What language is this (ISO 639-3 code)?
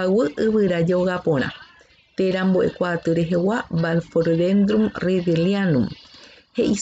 grn